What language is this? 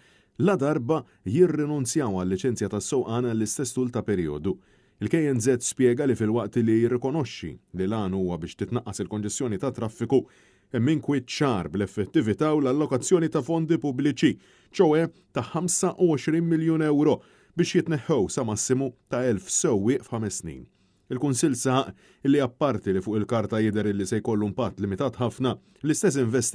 Maltese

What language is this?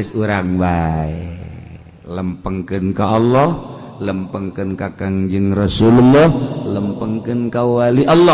Sundanese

